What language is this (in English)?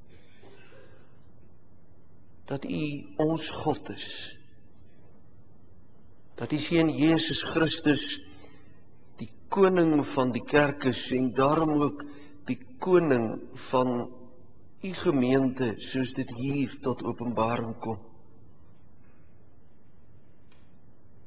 Afrikaans